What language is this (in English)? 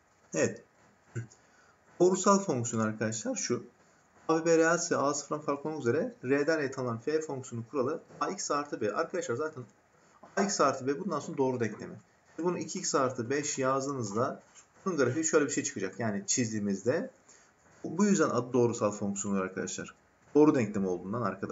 Turkish